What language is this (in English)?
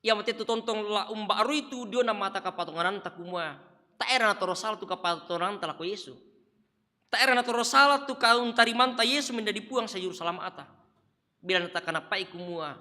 Toraja-Sa'dan